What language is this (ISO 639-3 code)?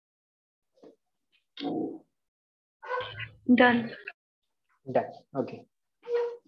mar